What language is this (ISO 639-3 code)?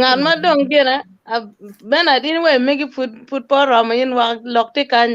ach